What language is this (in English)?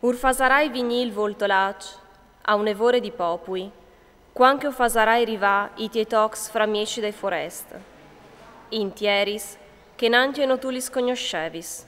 Friulian